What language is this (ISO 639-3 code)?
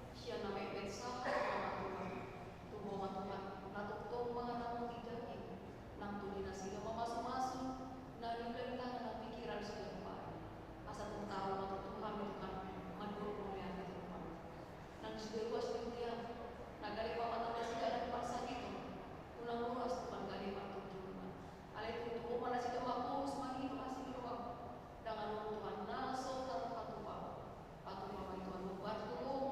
bbc